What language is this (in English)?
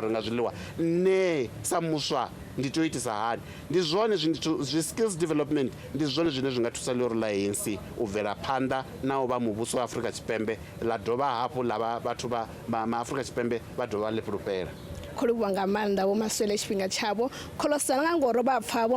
Venda